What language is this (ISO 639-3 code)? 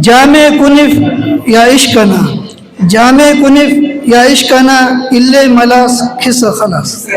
brh